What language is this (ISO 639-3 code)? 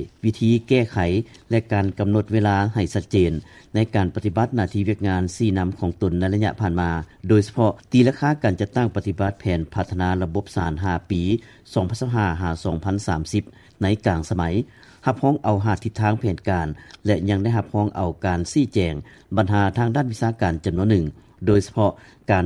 lao